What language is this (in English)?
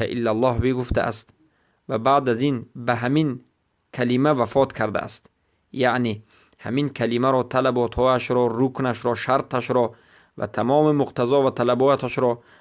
Persian